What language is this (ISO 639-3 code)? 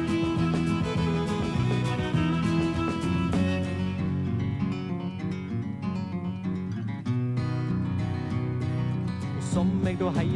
nor